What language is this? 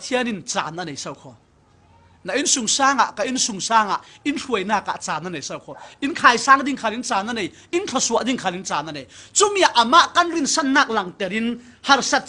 Falam Chin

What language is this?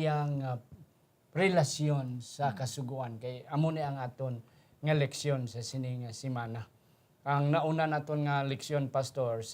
Hiligaynon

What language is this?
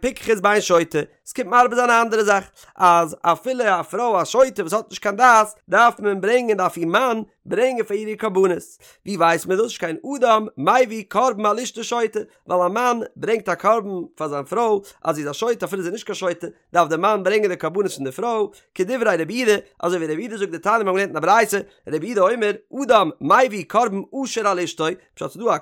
Yiddish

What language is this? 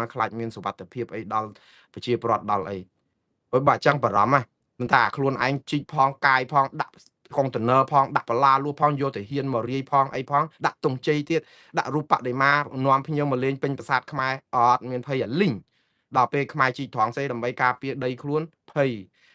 Khmer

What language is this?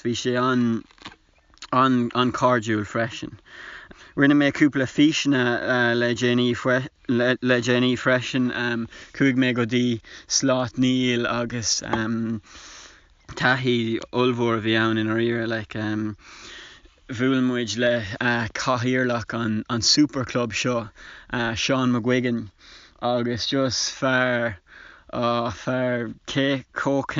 Irish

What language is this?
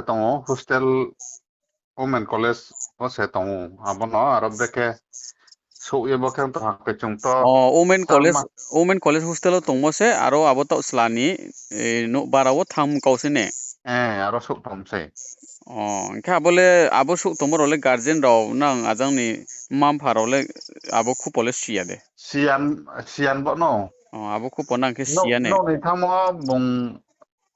Riang (India)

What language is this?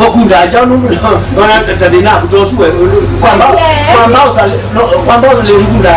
Kamba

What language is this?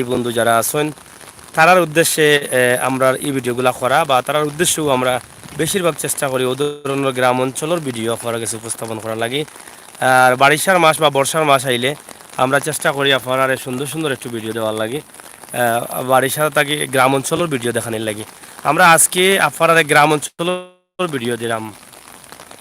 Sylheti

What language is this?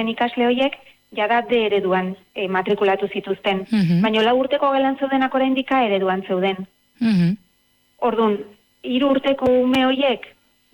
Basque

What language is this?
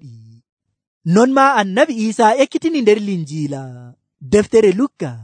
Nigerian Fulfulde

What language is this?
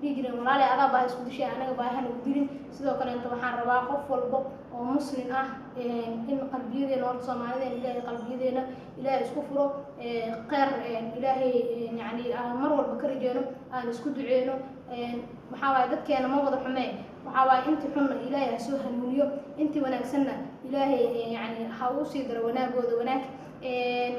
Somali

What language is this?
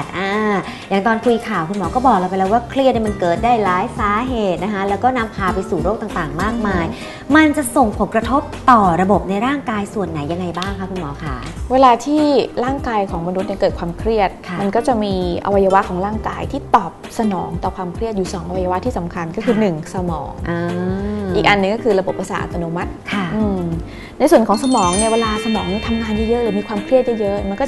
Thai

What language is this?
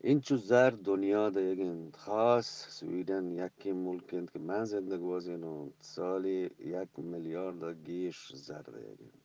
Eastern Balochi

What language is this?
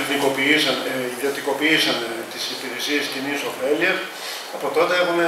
Greek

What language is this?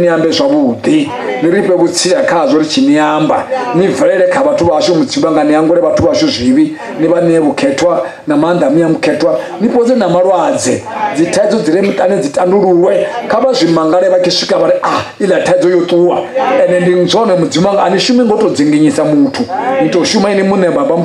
Venda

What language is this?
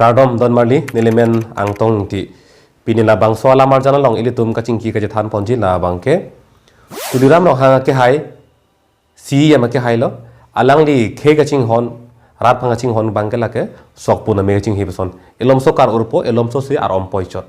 Karbi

